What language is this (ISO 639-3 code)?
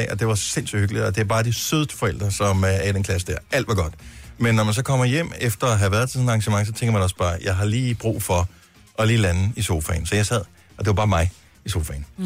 dan